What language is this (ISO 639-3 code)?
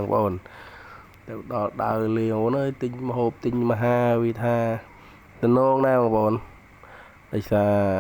khm